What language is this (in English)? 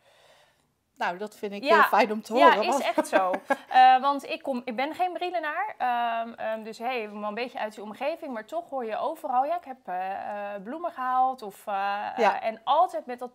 Dutch